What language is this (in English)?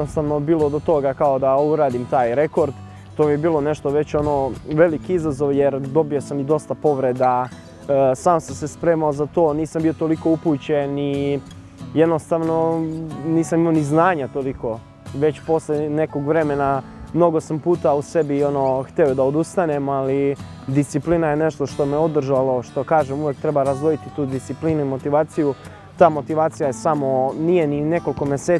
Serbian